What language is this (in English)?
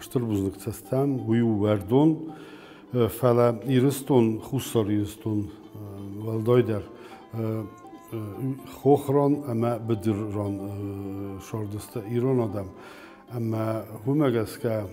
Ossetic